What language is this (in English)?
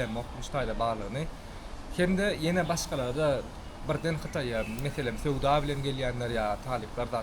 Turkmen